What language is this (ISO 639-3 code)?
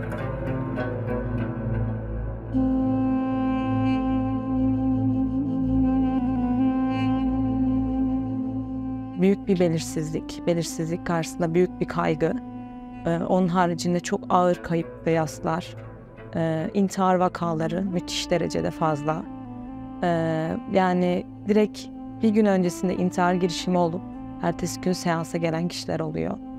tur